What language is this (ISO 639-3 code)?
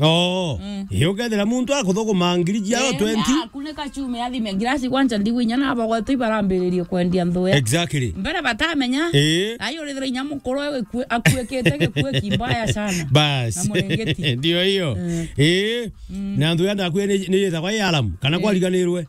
mer